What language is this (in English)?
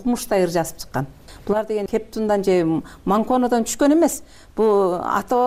Kyrgyz